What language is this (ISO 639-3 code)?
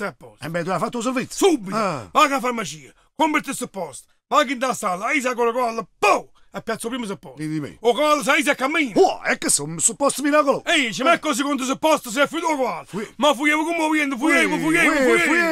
nap